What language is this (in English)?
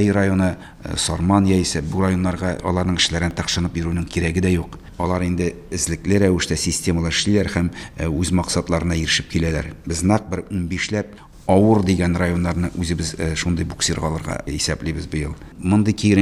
Tatar